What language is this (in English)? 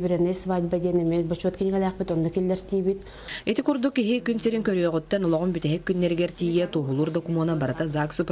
Yakut